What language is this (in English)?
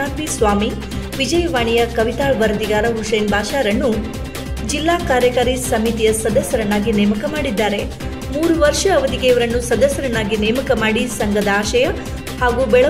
Kannada